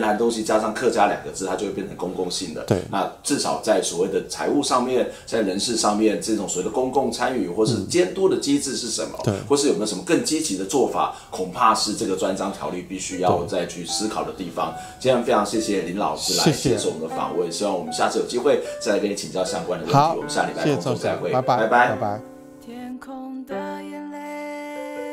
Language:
Chinese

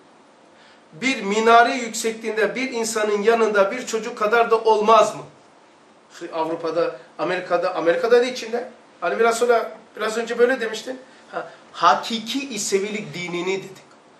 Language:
Turkish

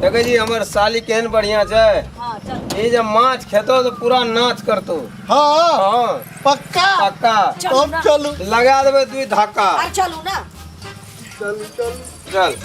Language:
Maithili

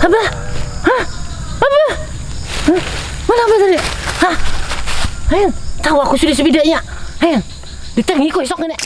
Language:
Banjar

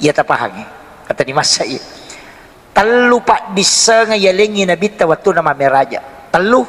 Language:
Buginese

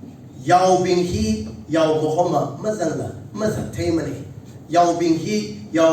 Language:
Tangkhul Naga (India)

